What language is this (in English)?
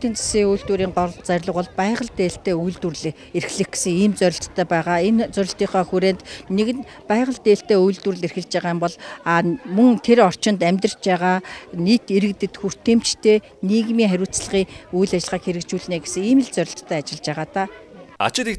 Mongolian